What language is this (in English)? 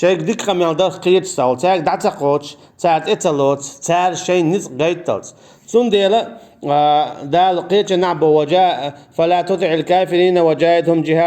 Chechen